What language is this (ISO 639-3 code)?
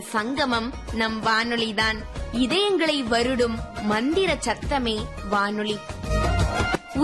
tam